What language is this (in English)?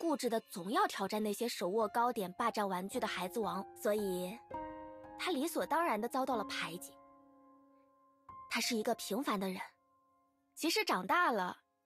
Chinese